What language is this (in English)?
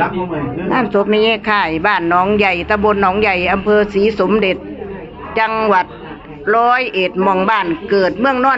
Northeastern Thai